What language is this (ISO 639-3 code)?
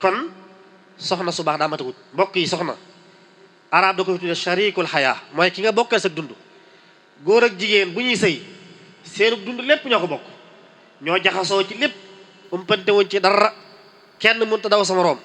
wol